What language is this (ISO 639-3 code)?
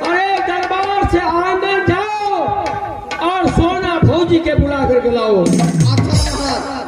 mai